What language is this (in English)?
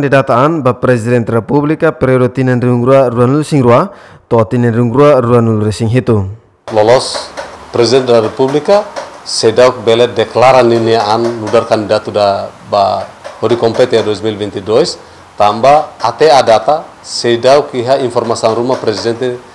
Tetum